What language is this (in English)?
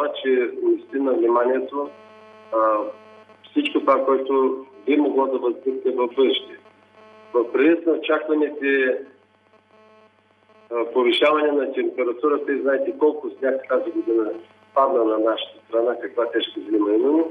Bulgarian